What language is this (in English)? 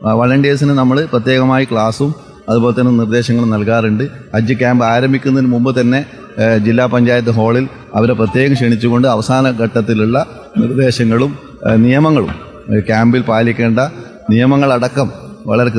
Malayalam